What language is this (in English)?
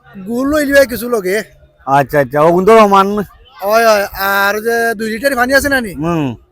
Sylheti